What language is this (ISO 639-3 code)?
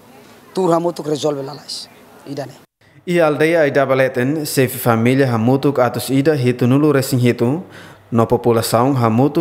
tet